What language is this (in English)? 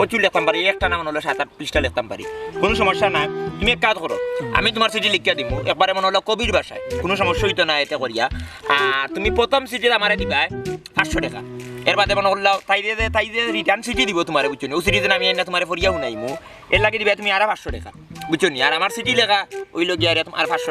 Sylheti